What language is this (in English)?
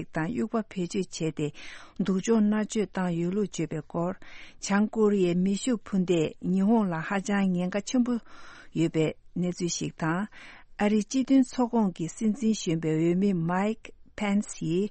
Tibetan